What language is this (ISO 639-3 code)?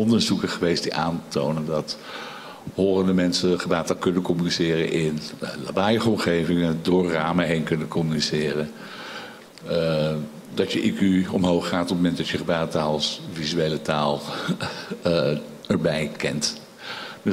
nld